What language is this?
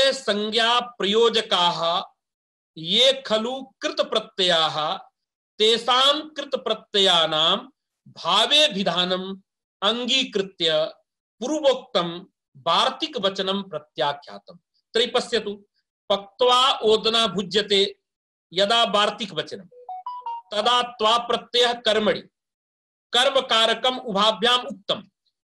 Sanskrit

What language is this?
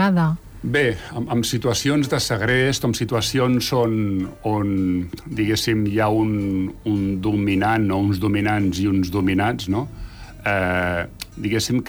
Catalan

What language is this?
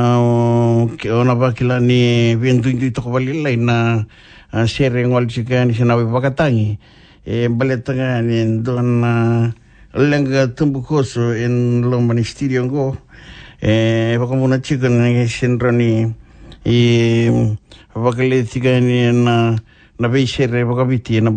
Fijian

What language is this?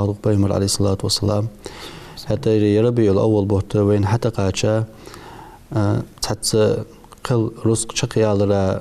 Ingush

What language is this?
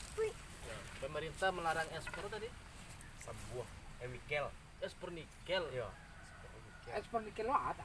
Minangkabau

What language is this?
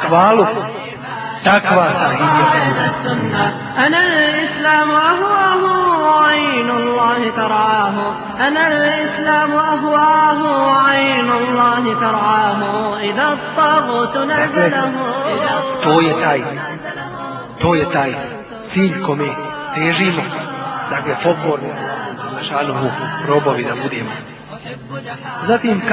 Bosnian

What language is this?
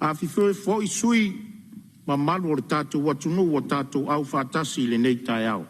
Samoan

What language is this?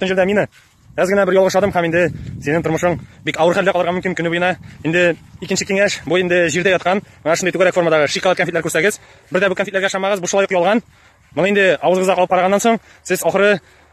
Tatar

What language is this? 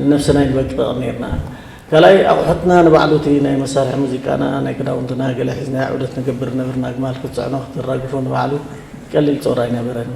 Tigrinya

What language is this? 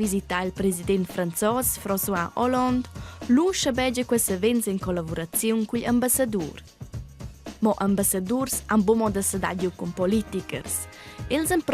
Romansh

